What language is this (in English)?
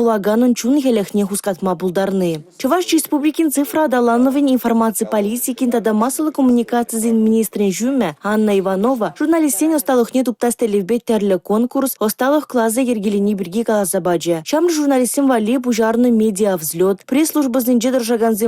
Chuvash